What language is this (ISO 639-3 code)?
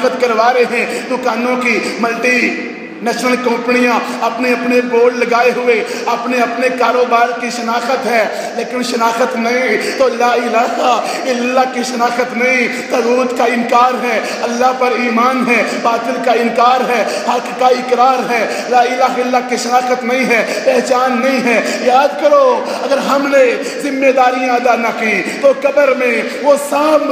urd